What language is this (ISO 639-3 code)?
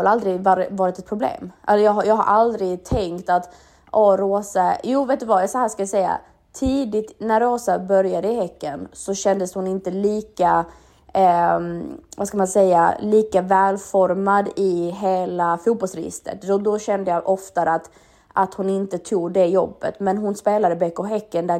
swe